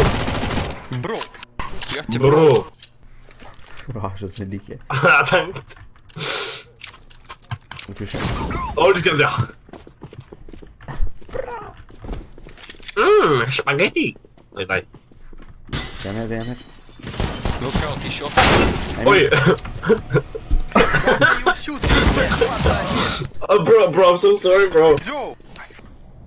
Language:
Norwegian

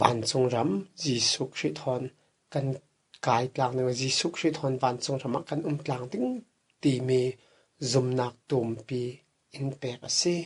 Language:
Falam Chin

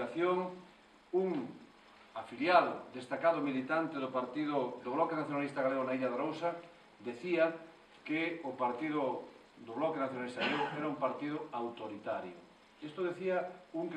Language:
Galician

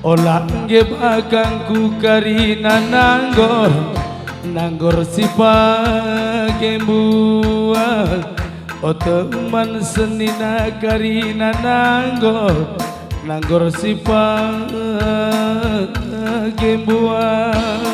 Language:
Batak Karo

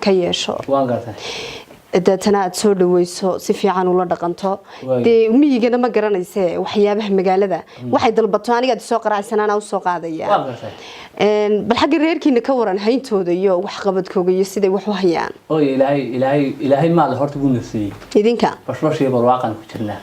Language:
Somali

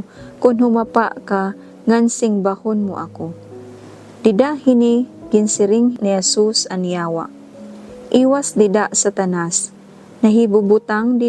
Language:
Waray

